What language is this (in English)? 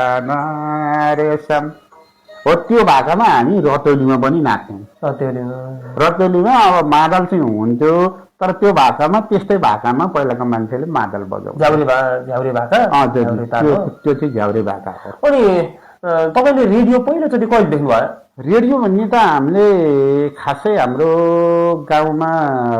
Nepali